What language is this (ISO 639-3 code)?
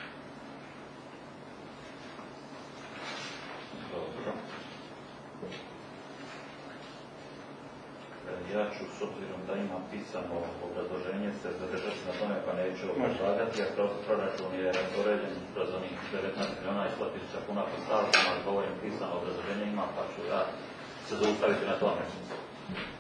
hrv